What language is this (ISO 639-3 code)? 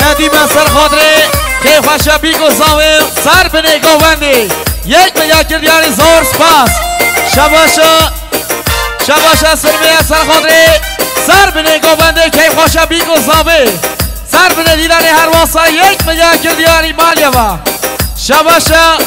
kur